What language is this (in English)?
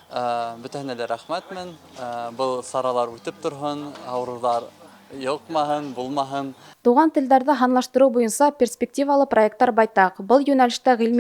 Bashkir